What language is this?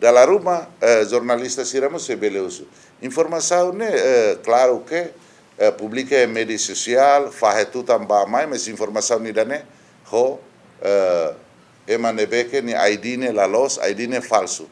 Tetum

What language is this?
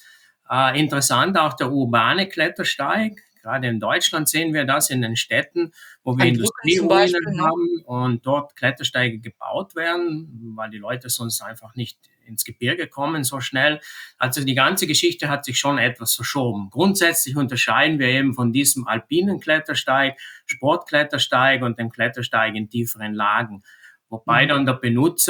German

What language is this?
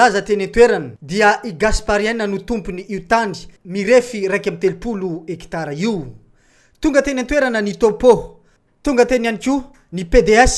Malagasy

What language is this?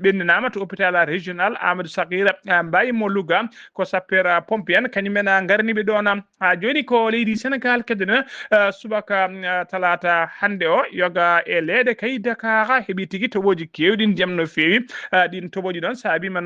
Fula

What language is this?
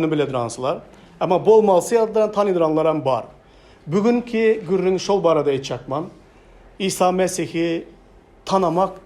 Turkmen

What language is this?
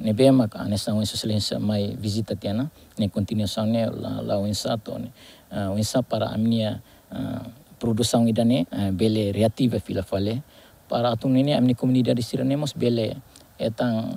Tetum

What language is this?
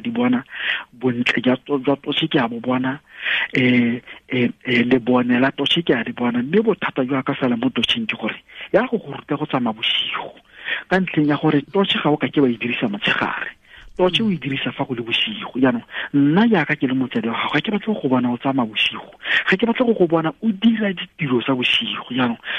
Tswana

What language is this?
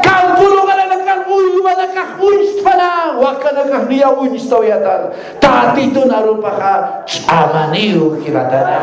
Aymara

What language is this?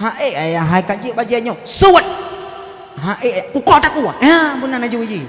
Achinese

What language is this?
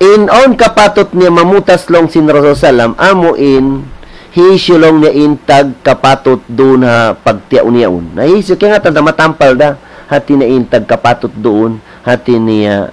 Tausug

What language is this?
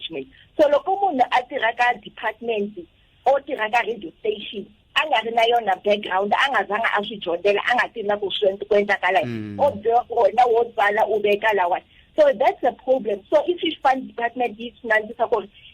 Tsonga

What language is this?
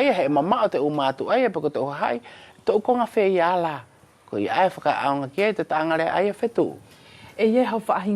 Wallisian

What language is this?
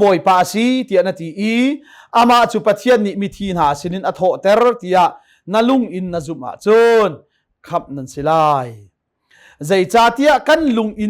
Hakha Chin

